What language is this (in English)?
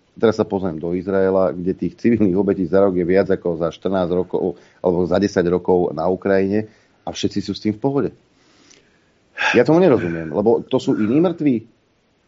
Slovak